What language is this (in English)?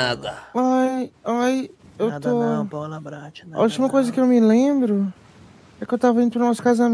Portuguese